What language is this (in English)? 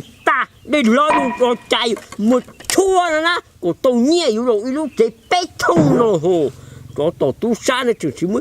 Hmong